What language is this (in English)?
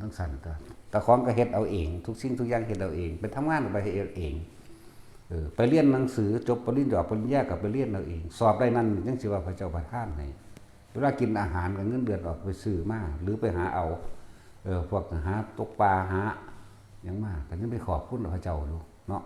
Northeastern Thai